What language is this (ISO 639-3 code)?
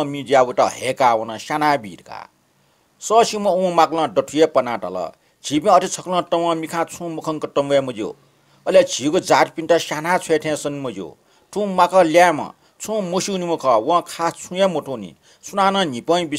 new